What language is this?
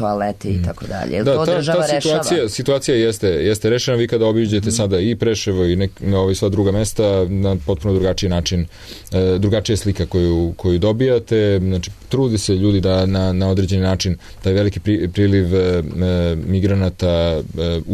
Serbian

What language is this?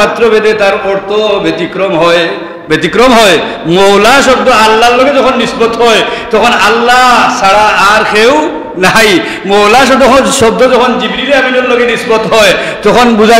Sylheti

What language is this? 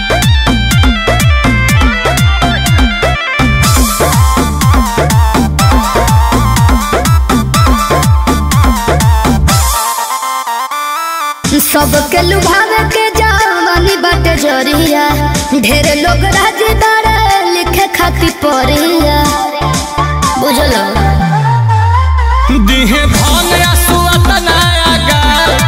Bhojpuri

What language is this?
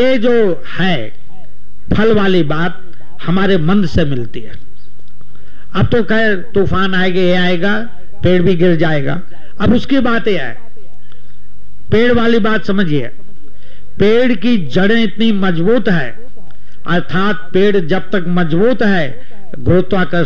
Hindi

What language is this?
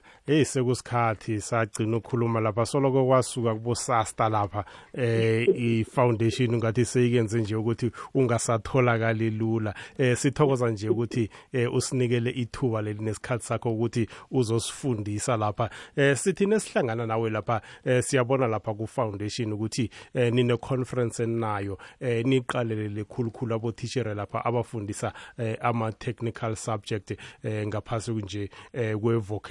South Ndebele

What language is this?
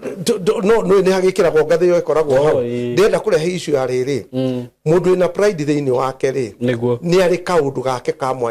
Kikuyu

